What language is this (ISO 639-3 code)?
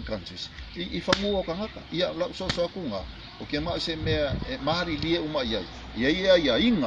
smo